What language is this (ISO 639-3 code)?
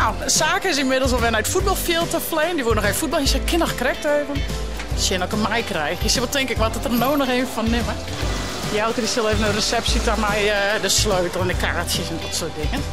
fry